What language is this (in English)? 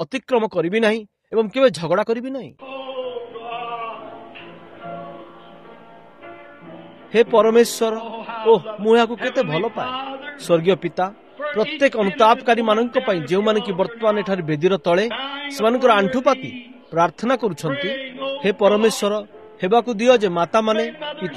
Odia